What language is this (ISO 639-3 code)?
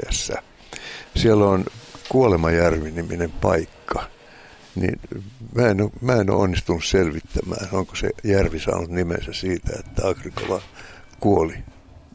fin